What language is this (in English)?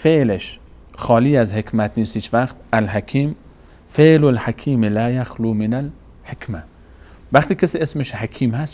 Persian